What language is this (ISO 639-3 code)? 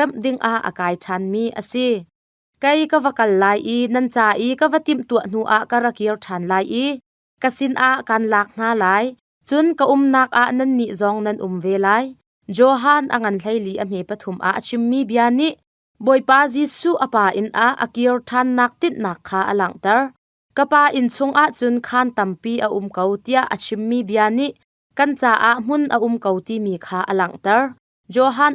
cnh